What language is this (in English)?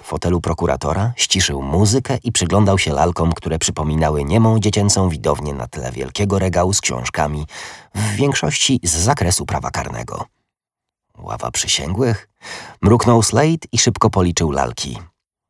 Polish